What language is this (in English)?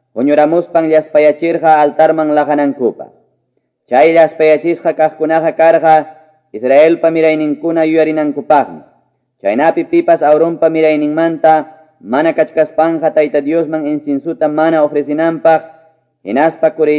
Quechua